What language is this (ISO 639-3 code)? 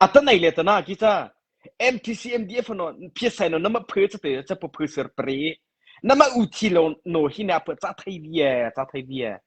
mrh